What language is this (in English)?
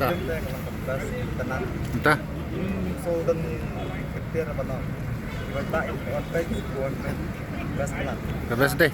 Khasi